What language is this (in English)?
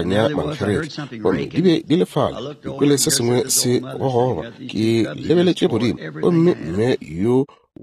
Northern Sotho